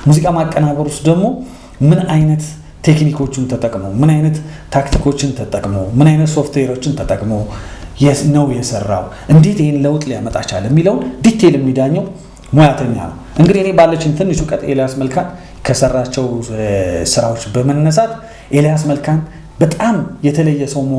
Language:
Amharic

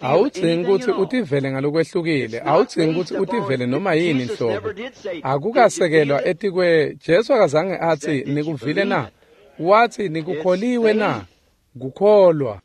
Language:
Swati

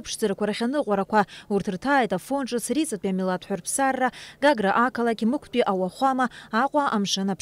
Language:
Abkhazian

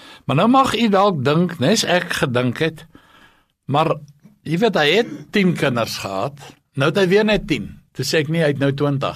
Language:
Afrikaans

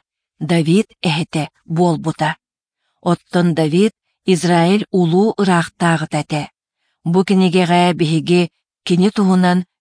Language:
Yakut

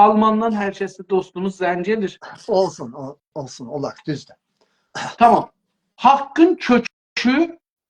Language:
South Azerbaijani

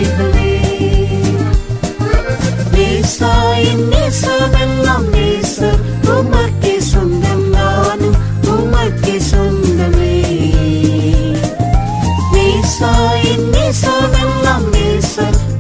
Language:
Tamil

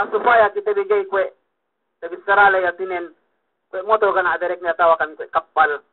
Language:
Yakan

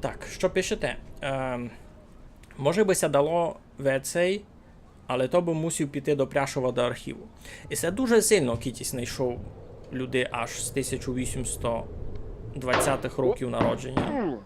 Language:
Rusyn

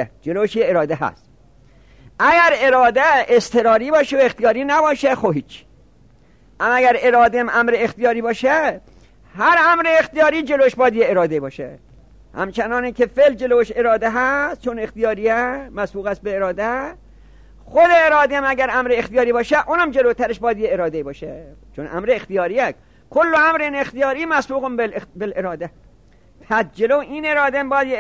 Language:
Persian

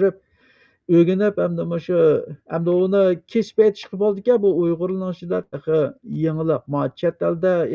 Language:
Uyghur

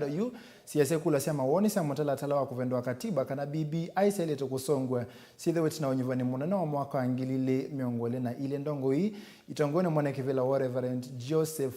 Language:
Kamba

